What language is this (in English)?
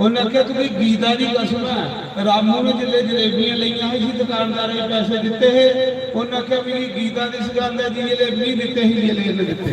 Dogri